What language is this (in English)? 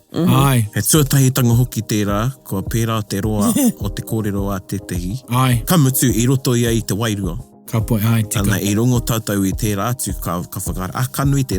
Māori